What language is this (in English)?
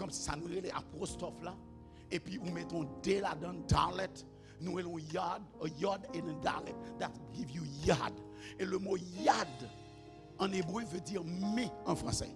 Haitian Creole